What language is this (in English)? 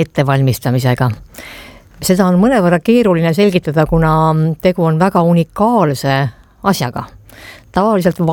Estonian